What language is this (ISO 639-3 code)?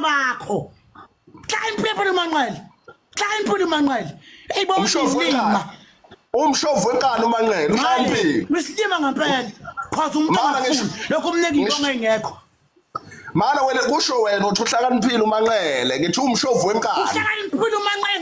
zul